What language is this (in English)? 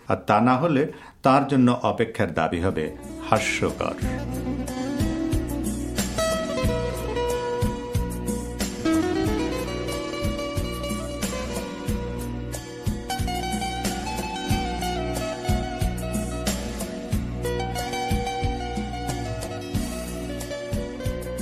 Bangla